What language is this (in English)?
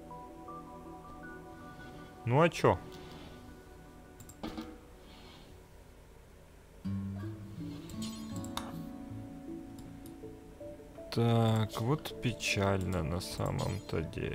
Russian